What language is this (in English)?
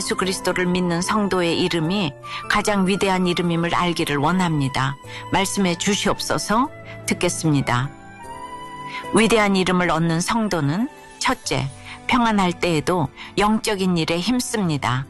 Korean